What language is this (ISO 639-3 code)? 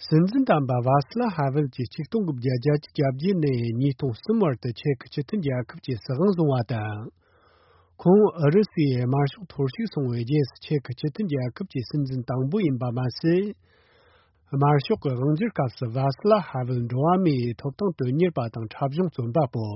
bod